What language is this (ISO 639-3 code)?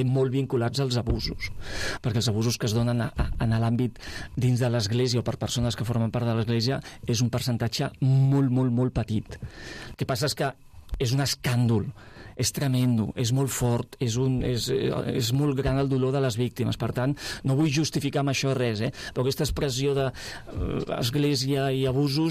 cat